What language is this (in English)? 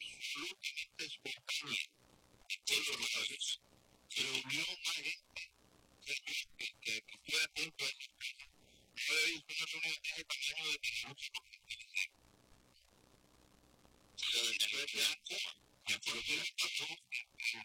Spanish